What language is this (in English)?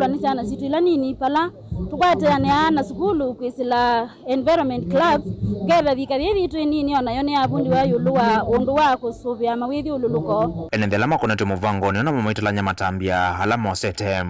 Kamba